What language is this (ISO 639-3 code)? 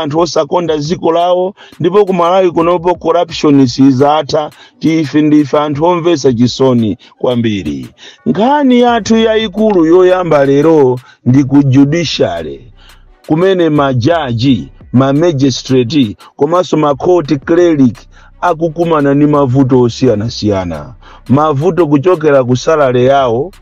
nya